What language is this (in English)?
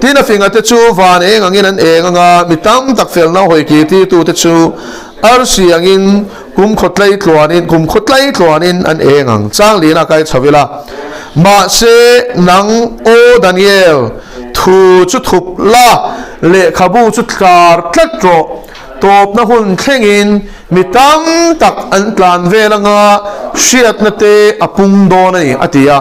Mizo